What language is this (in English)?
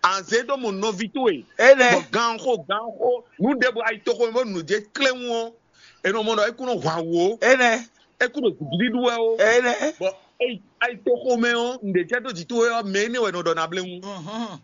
Fon